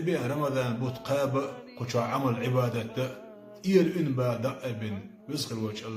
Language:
Chechen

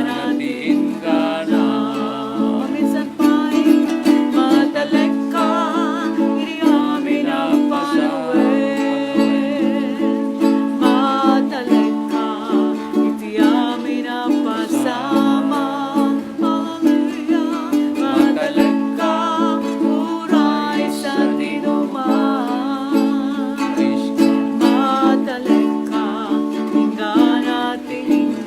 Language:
Iloko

